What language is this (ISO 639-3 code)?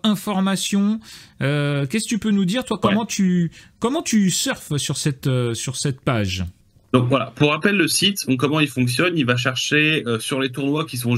fra